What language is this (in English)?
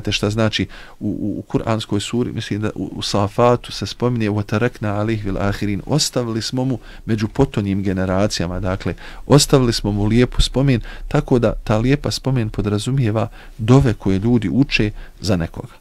Bosnian